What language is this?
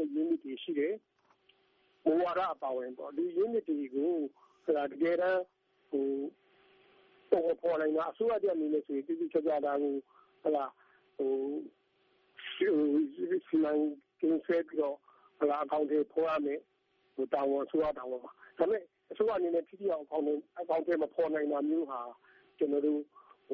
Burmese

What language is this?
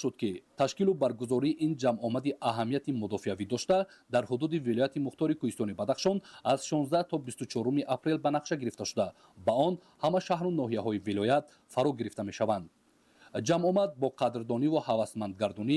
Tajik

